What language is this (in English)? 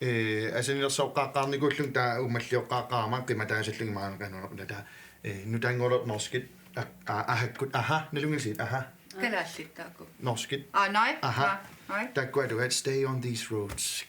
Kalaallisut